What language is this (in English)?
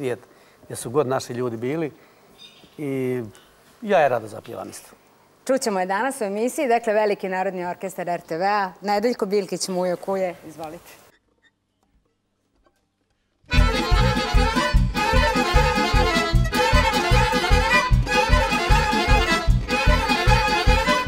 Serbian